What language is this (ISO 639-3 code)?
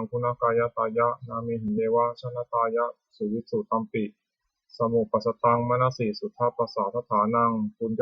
pli